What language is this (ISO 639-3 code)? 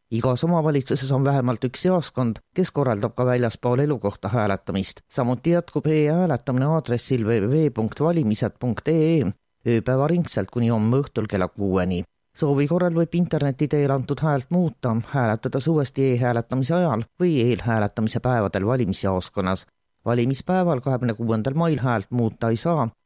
est